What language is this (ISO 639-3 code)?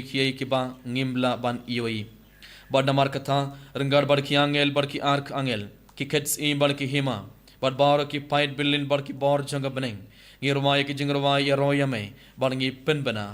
kha